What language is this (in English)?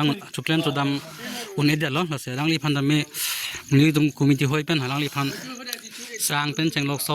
Karbi